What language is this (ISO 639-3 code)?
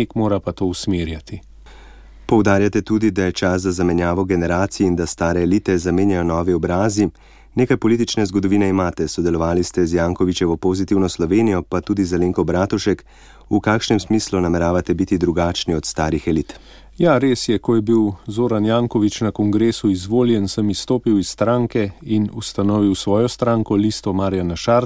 slv